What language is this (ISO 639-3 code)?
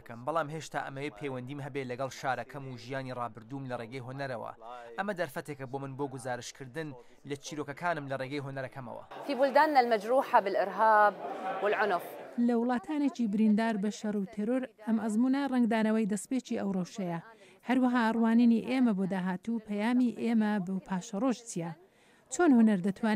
ckb